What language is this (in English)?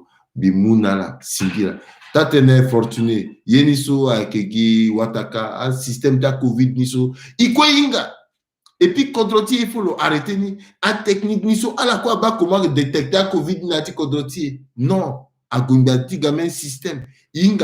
Sango